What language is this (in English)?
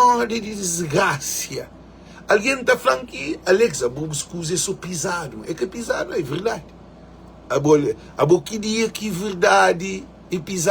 Kabuverdianu